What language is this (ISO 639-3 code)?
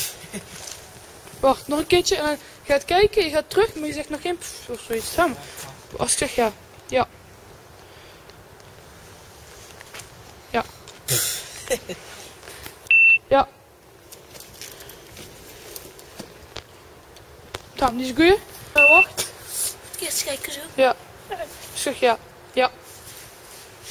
nld